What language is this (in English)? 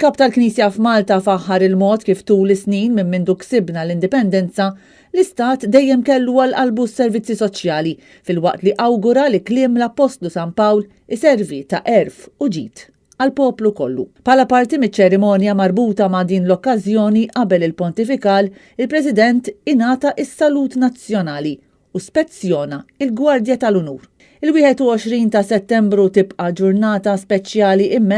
Maltese